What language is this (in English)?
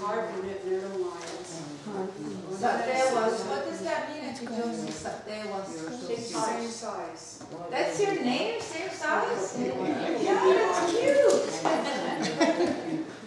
Mohawk